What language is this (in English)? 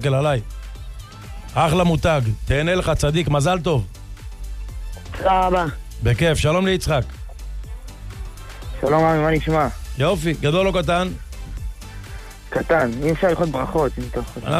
Hebrew